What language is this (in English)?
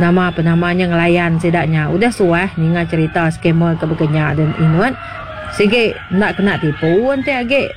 Iban